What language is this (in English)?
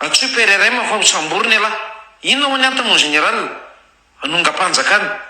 Malagasy